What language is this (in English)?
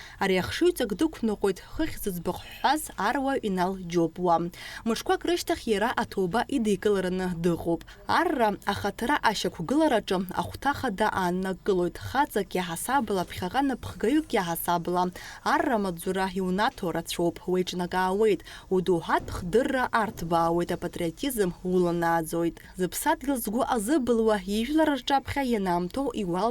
Abkhazian